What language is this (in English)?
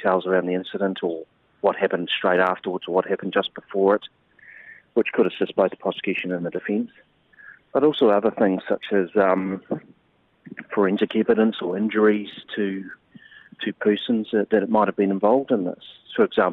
English